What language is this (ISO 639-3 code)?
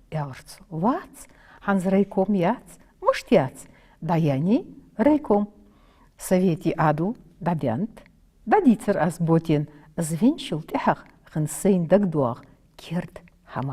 inh